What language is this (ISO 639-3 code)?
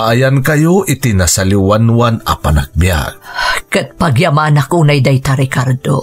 ilo